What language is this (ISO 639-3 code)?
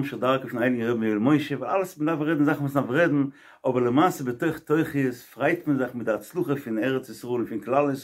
yid